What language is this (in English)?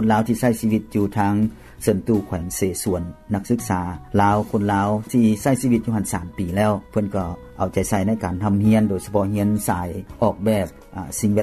Lao